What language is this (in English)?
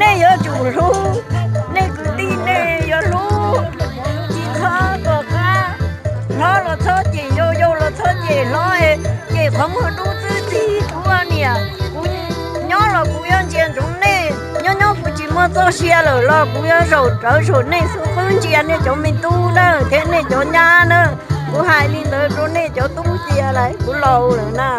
Hmong